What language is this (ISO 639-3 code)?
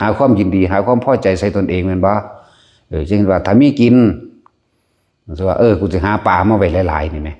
lao